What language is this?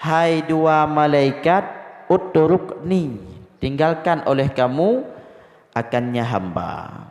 Achinese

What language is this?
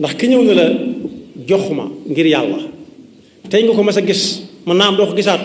Wolof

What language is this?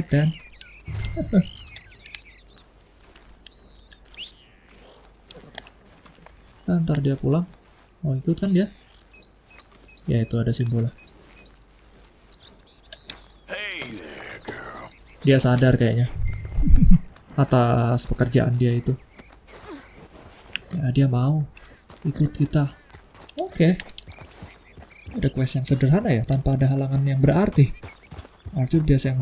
Indonesian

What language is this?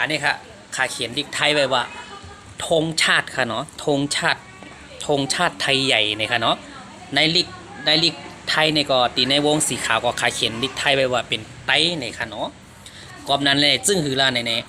Shan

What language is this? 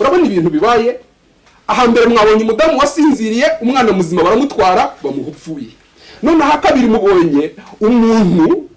Kinyarwanda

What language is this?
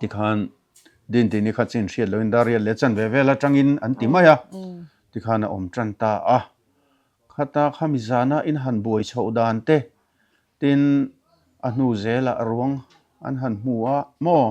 Mizo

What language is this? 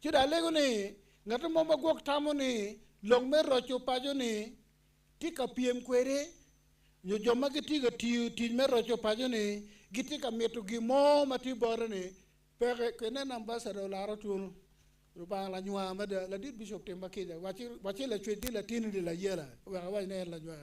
Acoli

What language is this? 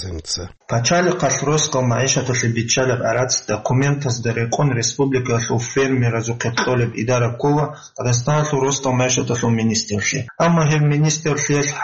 Avaric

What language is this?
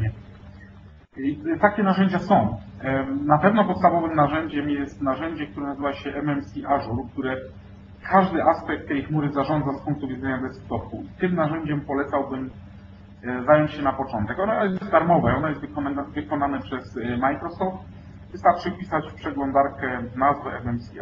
Polish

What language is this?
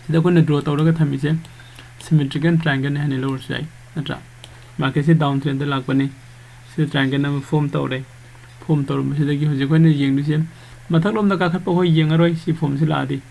Manipuri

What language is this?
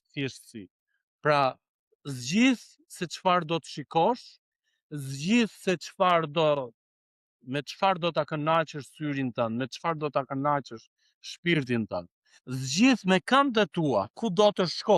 Albanian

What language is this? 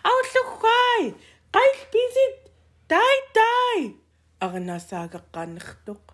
Central Yupik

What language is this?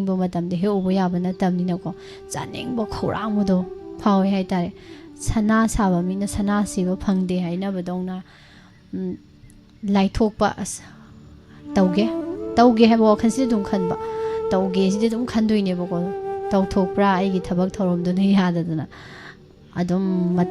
Manipuri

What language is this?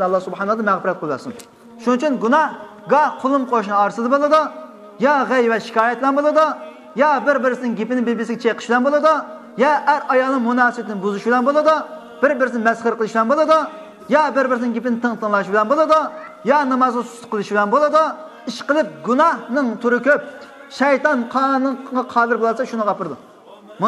Uyghur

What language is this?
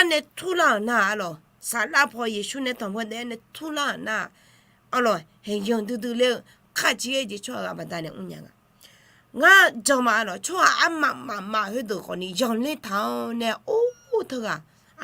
Akha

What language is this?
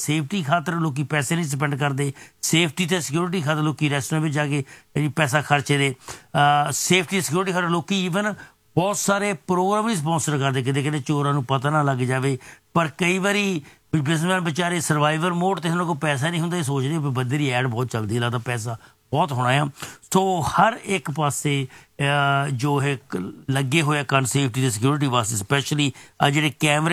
Punjabi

